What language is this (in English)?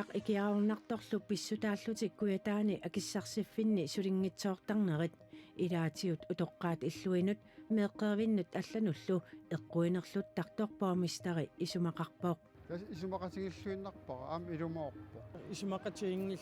Kalaallisut